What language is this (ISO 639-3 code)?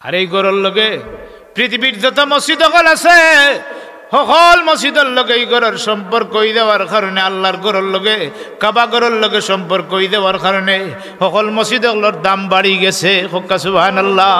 syl